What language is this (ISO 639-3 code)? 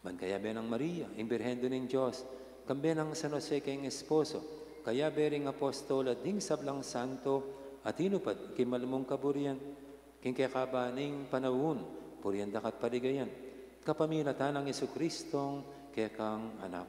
pam